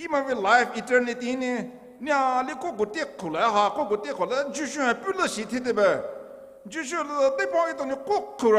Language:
Poumei Naga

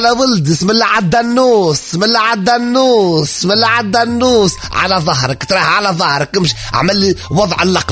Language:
Tunisian Arabic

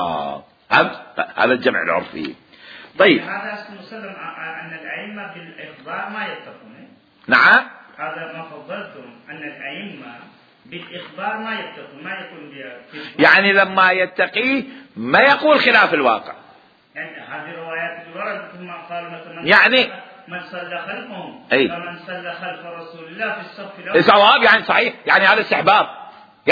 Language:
Mesopotamian Arabic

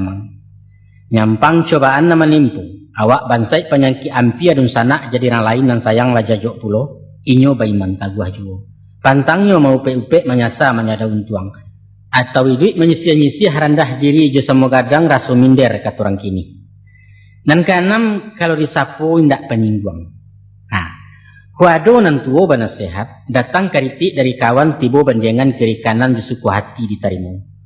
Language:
Minangkabau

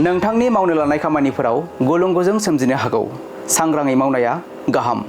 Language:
Bodo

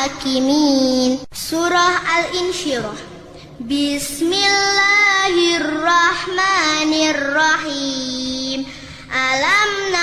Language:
Arabic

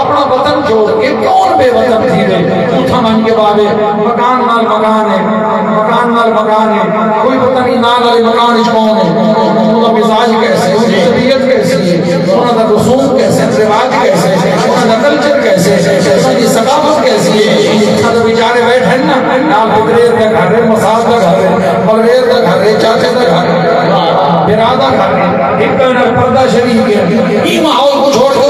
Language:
Saraiki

